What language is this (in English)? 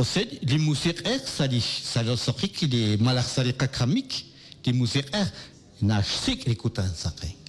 Kekchí